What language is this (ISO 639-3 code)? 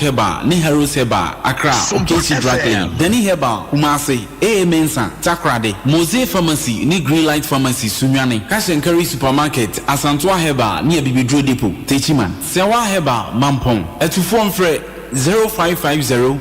aka